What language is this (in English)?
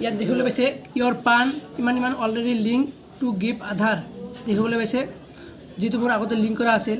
Assamese